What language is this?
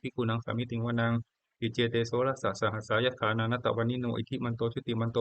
Pali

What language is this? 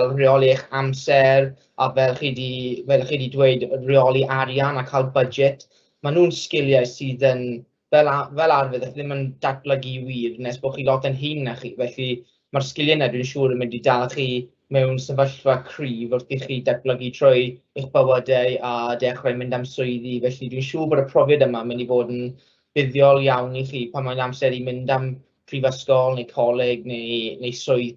Welsh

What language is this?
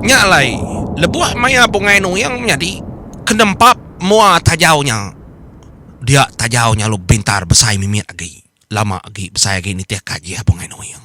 Iban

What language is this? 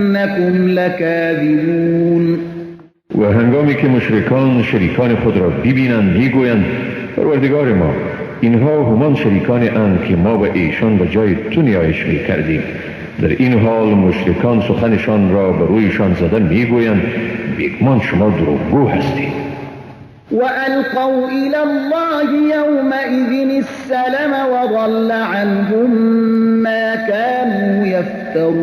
Persian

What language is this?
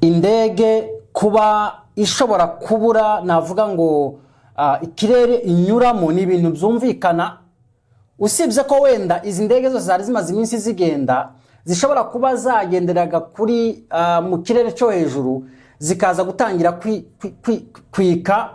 Kinyarwanda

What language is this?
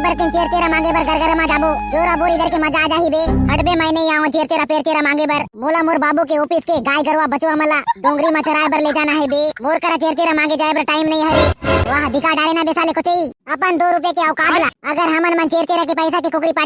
Chhattisgarhi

